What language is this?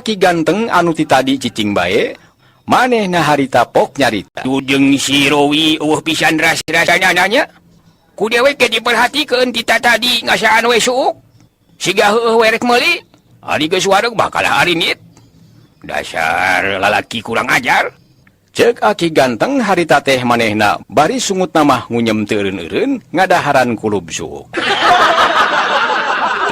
Sundanese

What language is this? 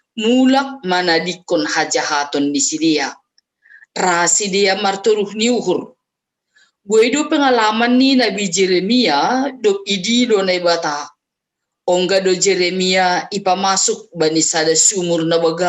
Batak Simalungun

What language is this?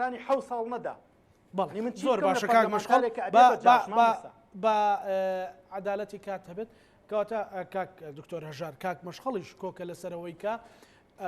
Central Kurdish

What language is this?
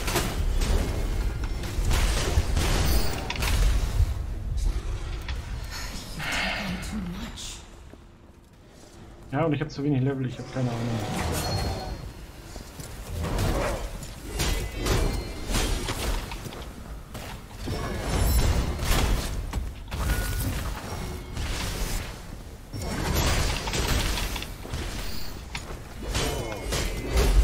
German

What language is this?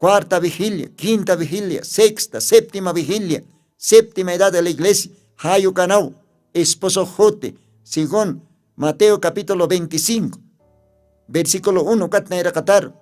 Aymara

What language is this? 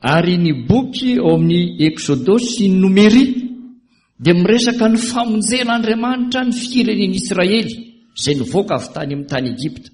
Malagasy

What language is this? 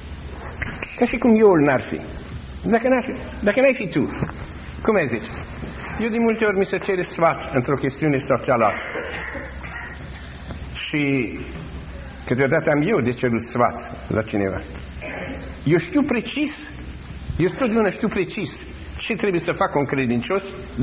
Romanian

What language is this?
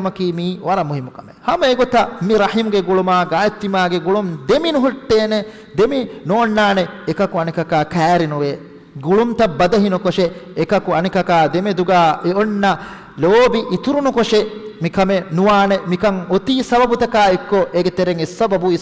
Divehi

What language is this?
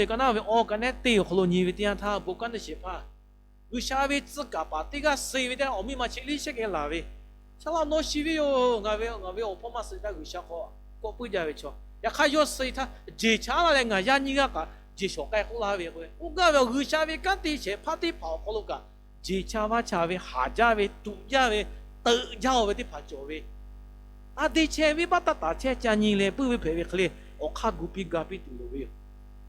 Lahu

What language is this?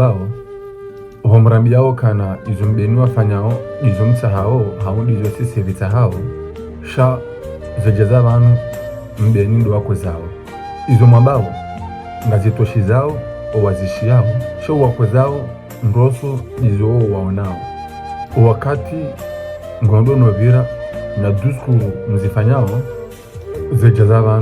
Ngazidja Comorian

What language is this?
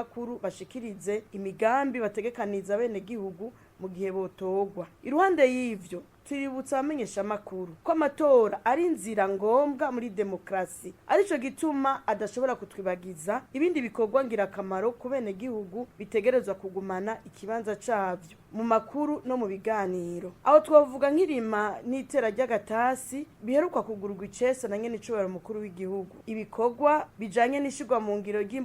Rundi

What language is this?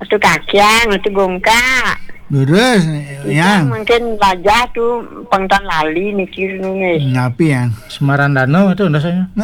Balinese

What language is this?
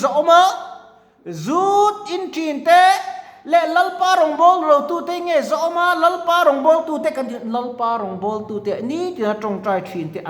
Mizo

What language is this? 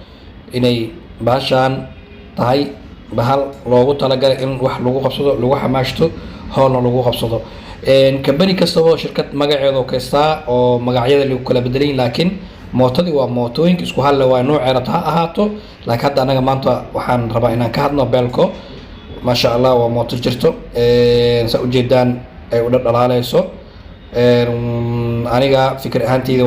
Somali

